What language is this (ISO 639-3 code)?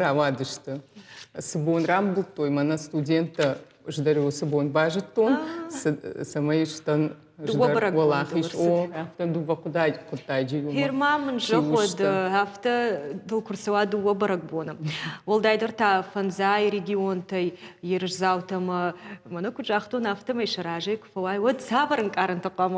oss